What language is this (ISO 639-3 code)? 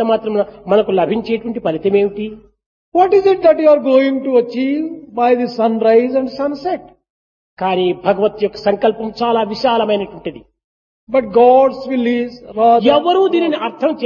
tel